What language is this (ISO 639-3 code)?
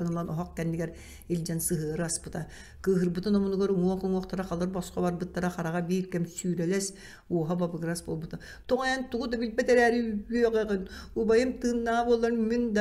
sah